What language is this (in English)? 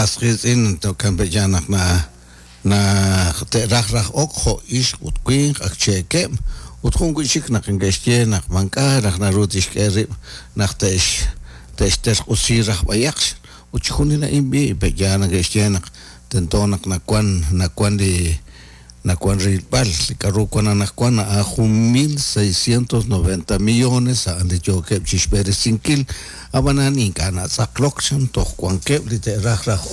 Kekchí